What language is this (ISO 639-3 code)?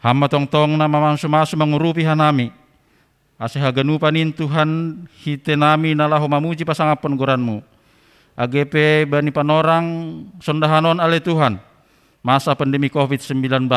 bts